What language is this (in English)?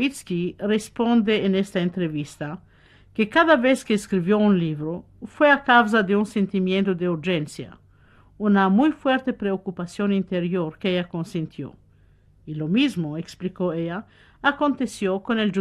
Ladino